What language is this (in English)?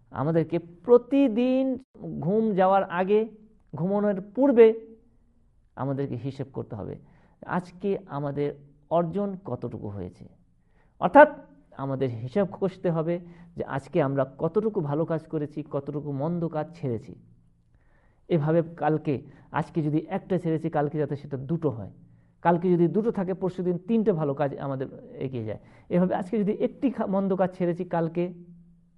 Bangla